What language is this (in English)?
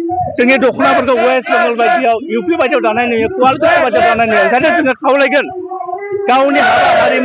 Bodo